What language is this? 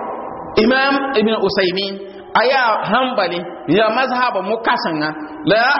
Mossi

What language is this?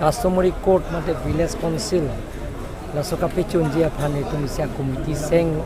Karbi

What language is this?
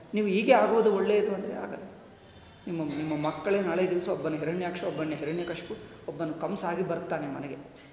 Kannada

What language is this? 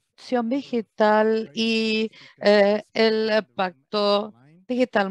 Spanish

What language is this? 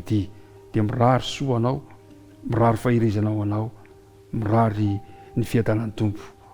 Malagasy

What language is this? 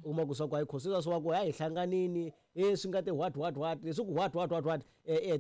Tsonga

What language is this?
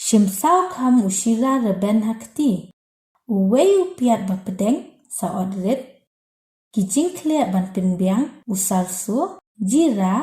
Khasi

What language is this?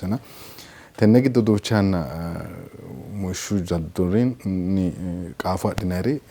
Sidamo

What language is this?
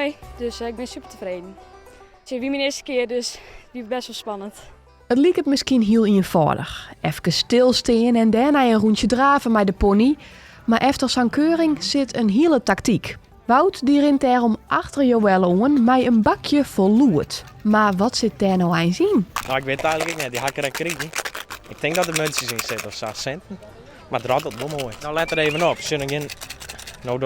Western Frisian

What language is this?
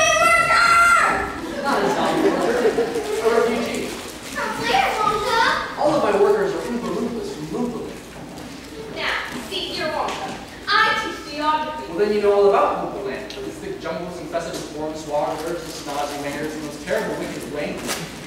English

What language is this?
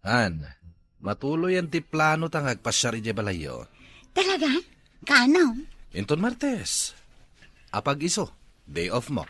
Iloko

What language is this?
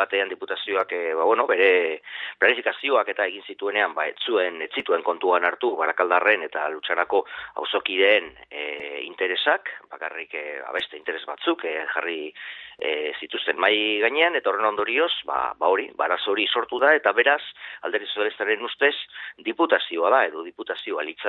Basque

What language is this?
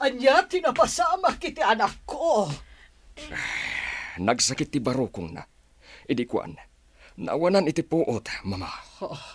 Iloko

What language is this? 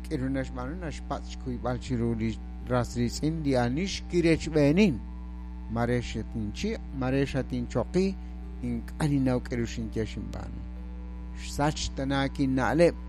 Kekchí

